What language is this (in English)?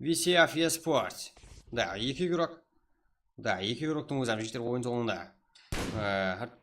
Kara-Kalpak